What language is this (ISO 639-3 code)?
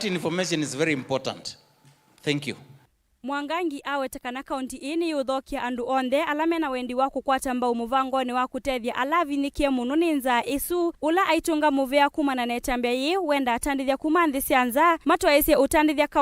kam